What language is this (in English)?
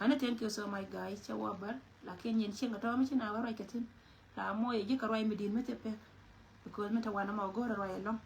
Nuer